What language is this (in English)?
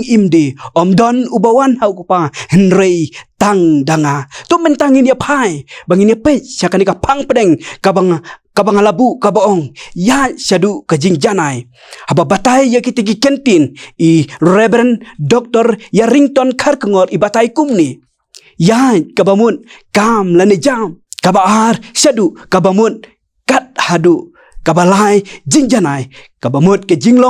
Khasi